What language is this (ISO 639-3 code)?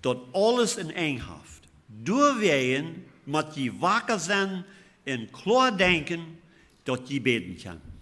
pdt